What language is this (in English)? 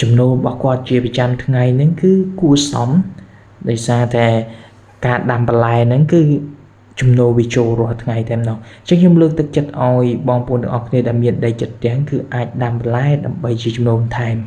Khmer